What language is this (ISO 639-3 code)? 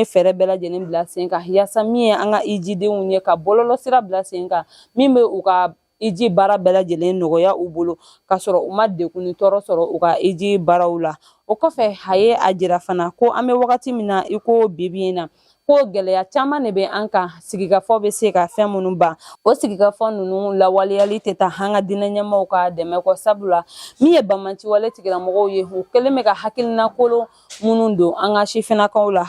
bam